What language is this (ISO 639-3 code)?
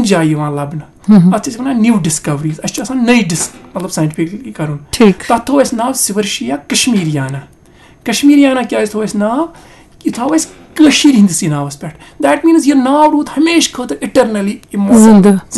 kas